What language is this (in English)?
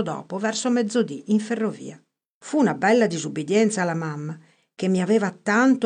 Italian